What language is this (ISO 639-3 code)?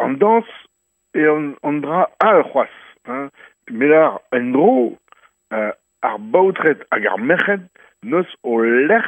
bre